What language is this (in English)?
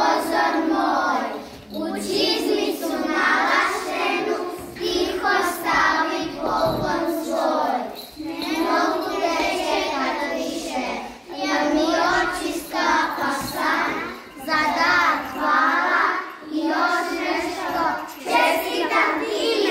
Croatian